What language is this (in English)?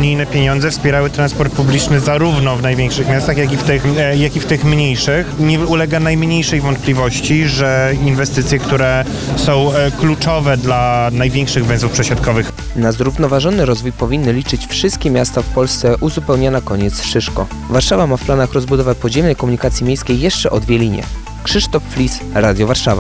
Polish